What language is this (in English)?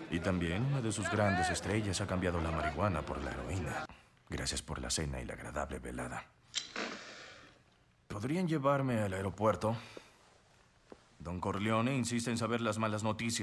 Spanish